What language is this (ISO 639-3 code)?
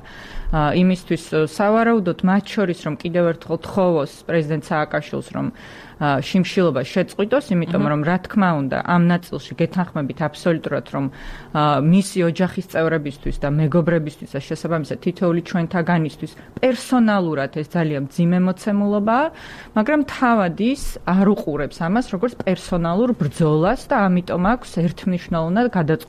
kat